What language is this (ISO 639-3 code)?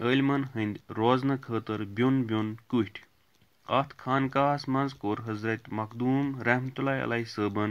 kas